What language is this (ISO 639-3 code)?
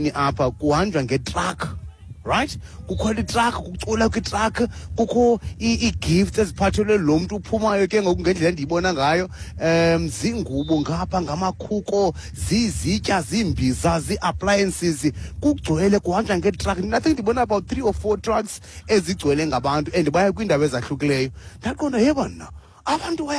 xho